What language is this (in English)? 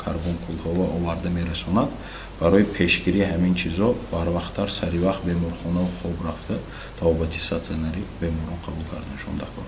Tajik